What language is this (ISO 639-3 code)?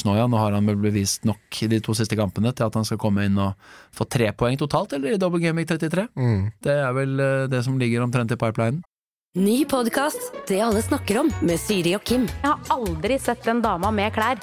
nor